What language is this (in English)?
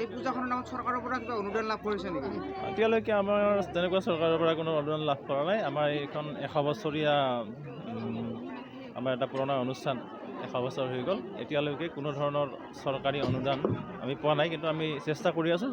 Assamese